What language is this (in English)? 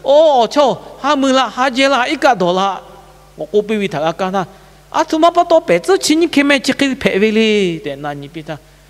Lahu